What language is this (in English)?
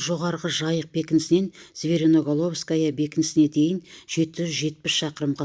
Kazakh